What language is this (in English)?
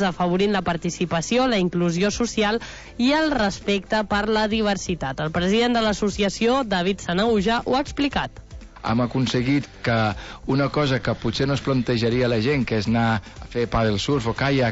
Catalan